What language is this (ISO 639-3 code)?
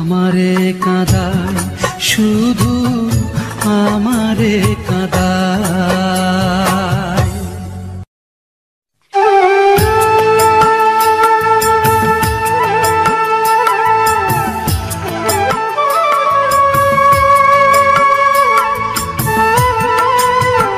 ben